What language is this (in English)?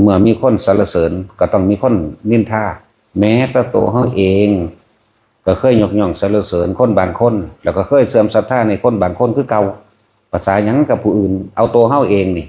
Northeastern Thai